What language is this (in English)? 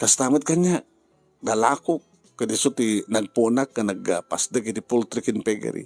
Iloko